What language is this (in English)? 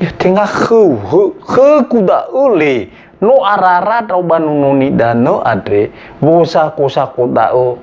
Nias